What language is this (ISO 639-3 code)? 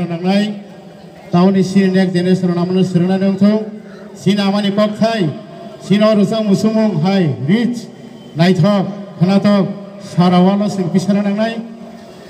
trp